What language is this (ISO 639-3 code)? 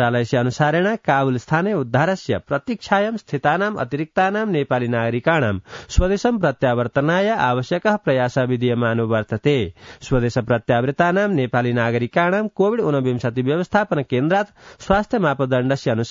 san